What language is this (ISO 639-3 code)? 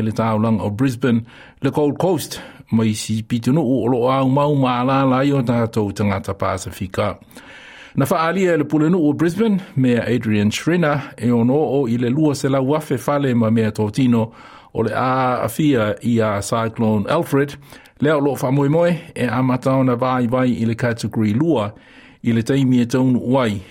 smo